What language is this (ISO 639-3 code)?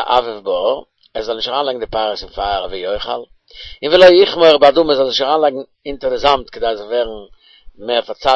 yid